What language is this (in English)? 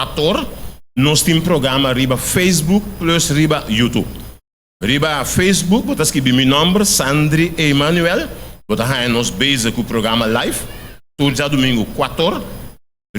Papiamento